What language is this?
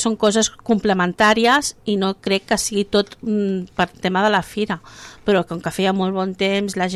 Catalan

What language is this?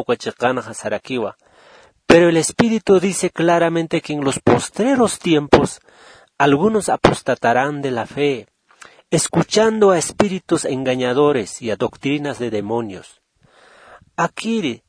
Aymara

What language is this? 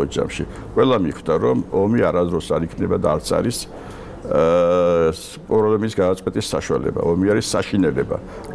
Georgian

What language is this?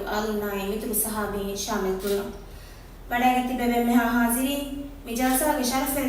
Divehi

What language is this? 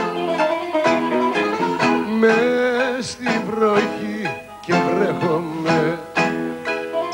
Greek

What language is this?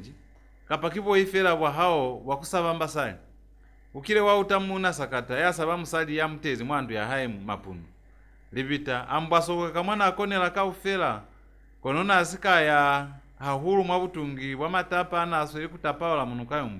Lozi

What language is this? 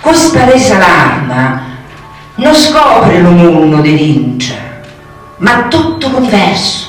Sicilian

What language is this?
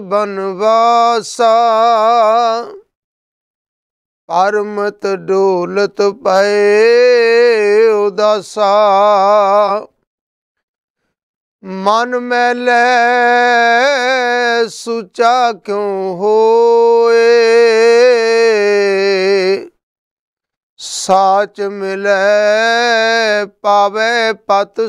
Punjabi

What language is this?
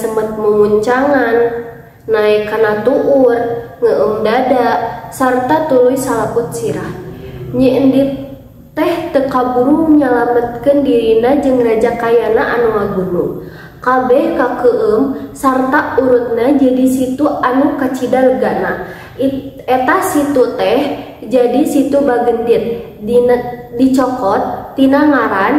Sundanese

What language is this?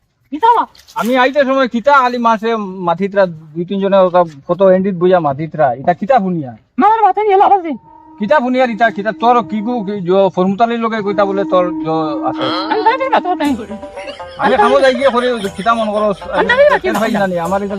Sylheti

